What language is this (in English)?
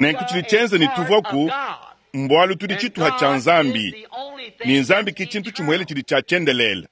Luba-Lulua